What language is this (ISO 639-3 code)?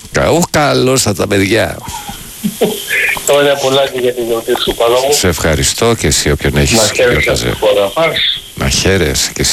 ell